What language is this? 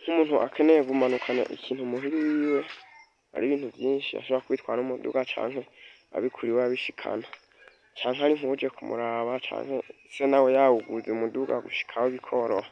Rundi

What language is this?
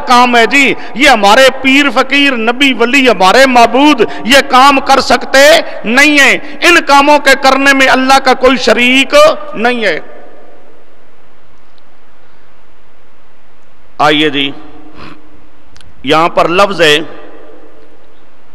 Urdu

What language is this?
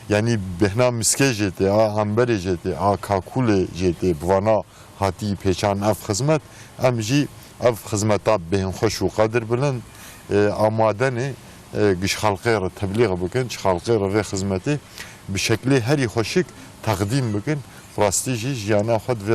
Kurdish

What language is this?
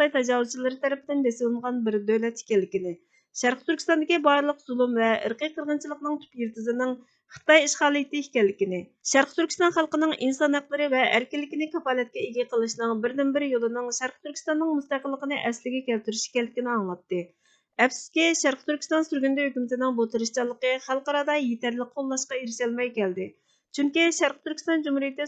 Uyghur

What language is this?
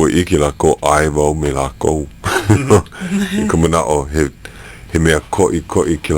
Hawaiian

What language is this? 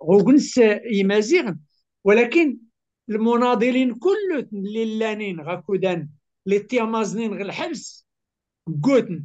Kabyle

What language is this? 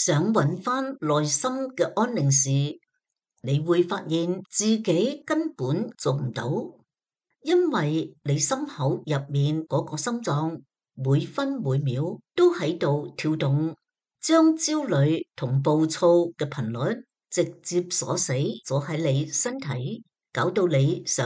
Cantonese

